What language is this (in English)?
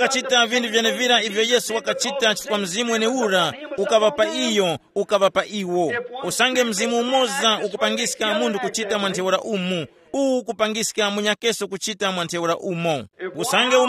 Tumbuka